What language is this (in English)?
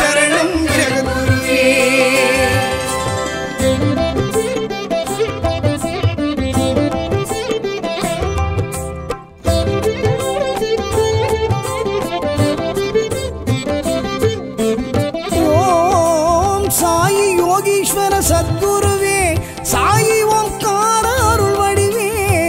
Tamil